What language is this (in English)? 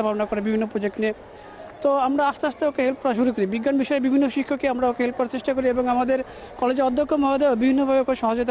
Bangla